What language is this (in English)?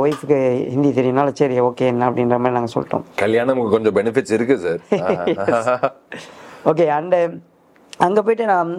Tamil